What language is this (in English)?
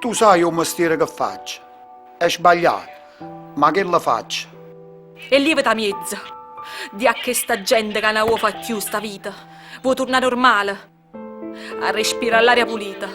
Neapolitan